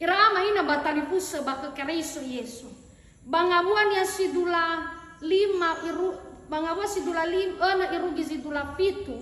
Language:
Nias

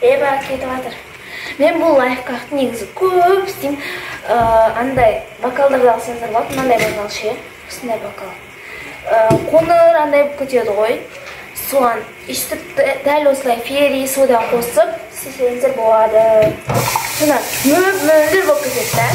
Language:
Kazakh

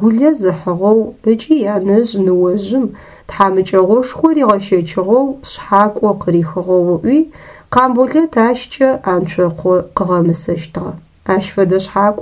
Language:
Adyghe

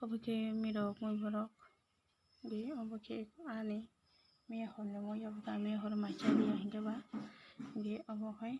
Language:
Kok Borok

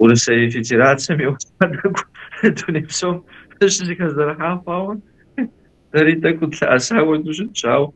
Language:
Kabardian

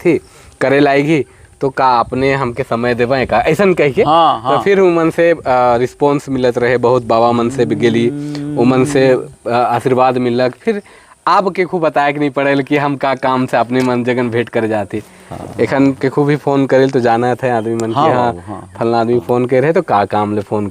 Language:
Sadri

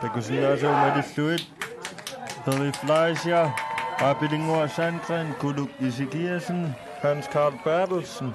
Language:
Kalaallisut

